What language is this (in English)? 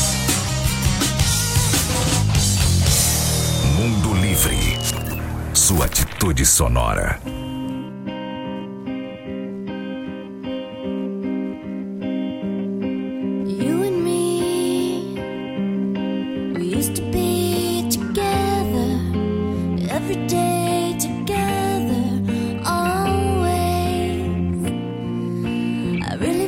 Portuguese